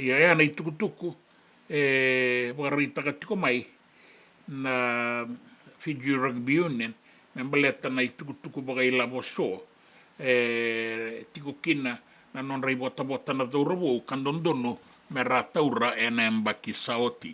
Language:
Fijian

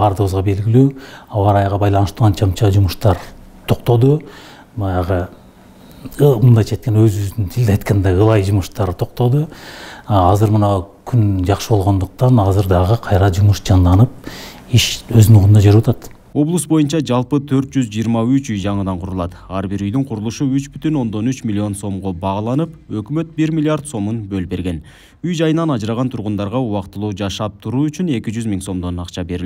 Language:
Kyrgyz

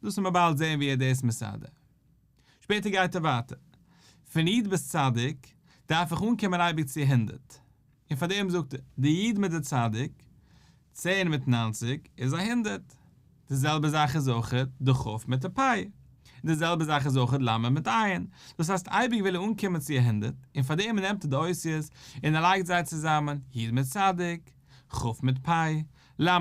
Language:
Yiddish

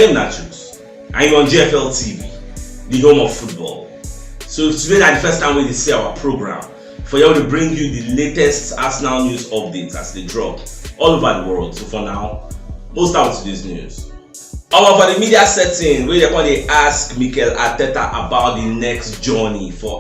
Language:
Nigerian Pidgin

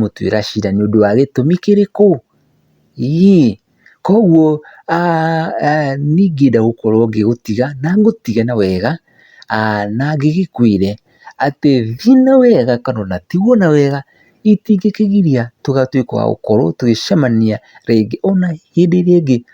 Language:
Kikuyu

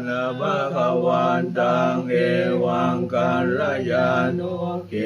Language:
Pali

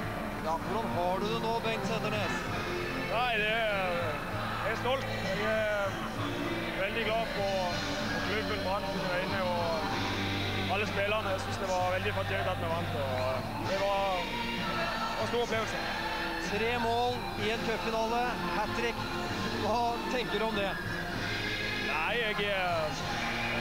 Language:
Norwegian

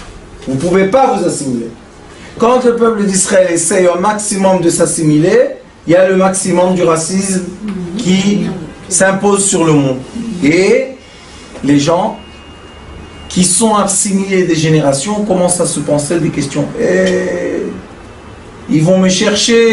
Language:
French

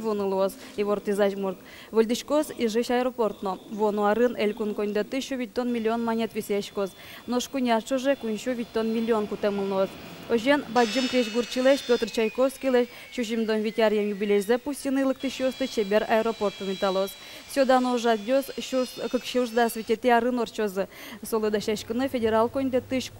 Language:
Udmurt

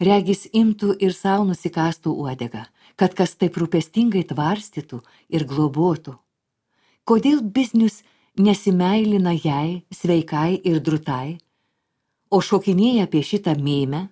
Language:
Lithuanian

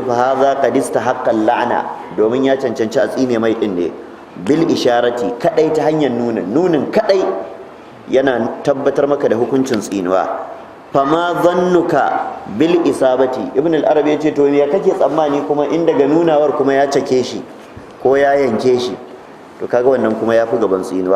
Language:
Hausa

